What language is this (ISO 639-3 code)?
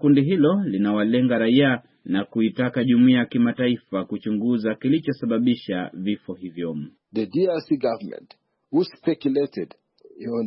swa